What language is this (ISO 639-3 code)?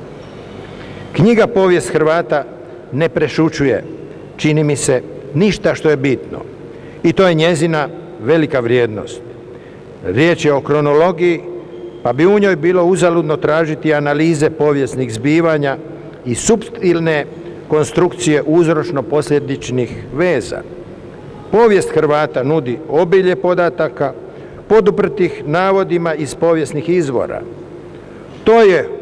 hrv